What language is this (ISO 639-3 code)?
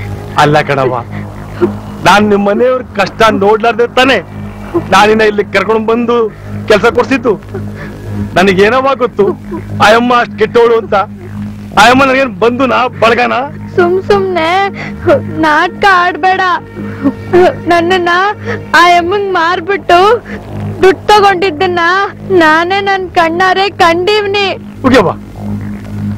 kan